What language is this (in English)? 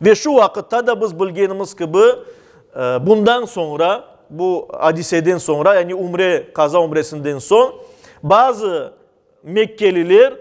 Crimean Tatar